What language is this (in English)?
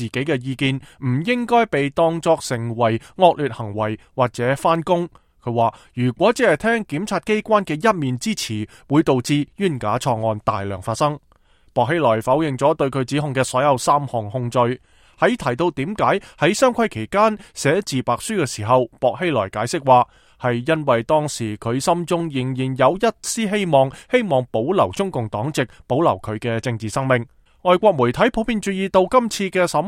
Cantonese